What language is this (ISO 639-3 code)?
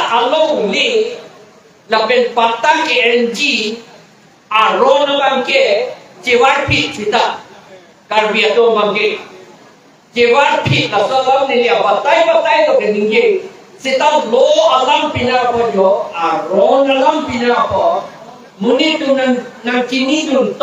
mjw